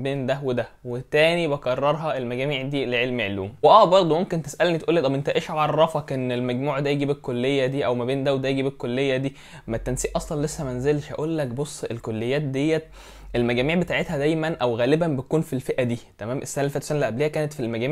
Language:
Egyptian Arabic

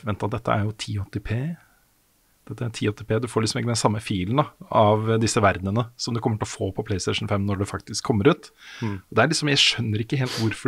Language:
Norwegian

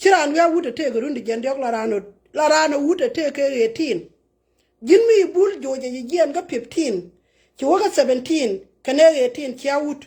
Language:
Nuer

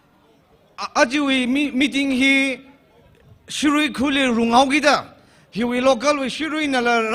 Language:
Tangkhul Naga (India)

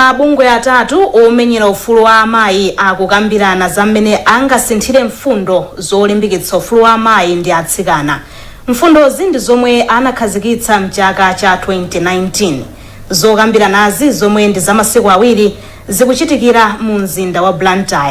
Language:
Nyanja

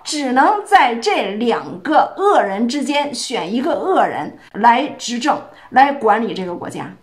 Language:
Chinese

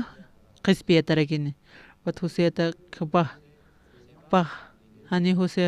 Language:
Aymara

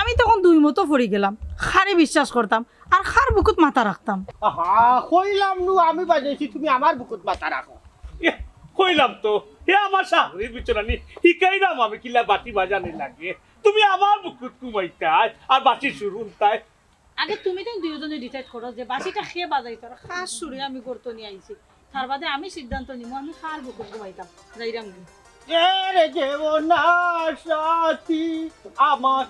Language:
Sylheti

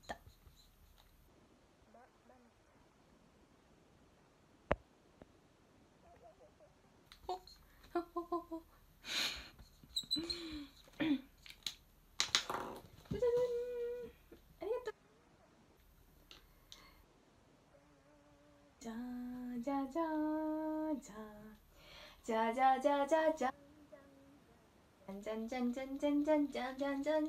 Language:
Japanese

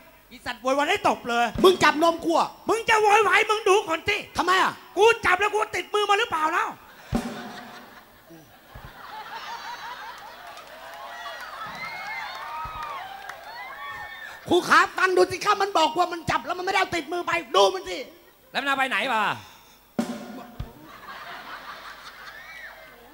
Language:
Thai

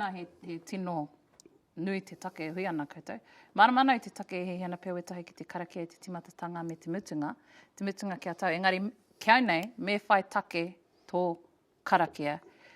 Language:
Māori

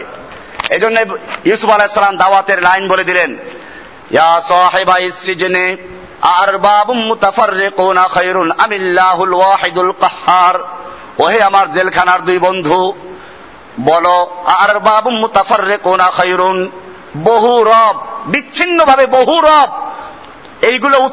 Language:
Bangla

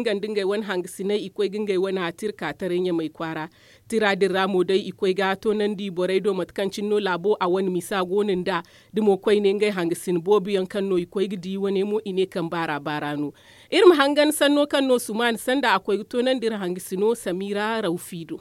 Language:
Zarma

